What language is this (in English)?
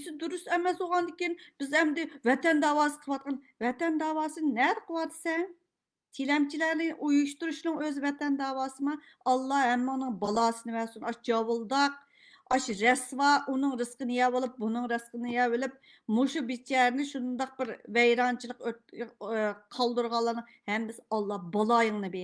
Uyghur